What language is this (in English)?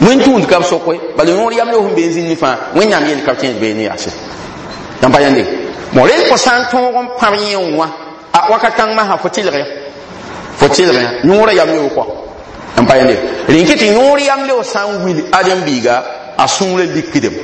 Mossi